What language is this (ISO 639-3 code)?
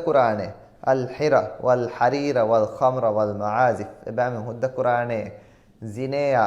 div